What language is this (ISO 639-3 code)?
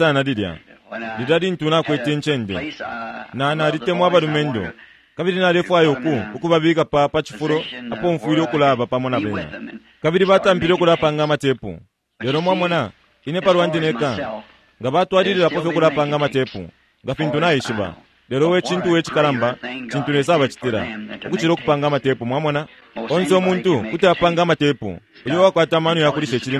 bem